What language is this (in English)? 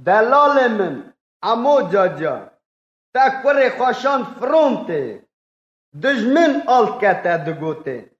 Kurdish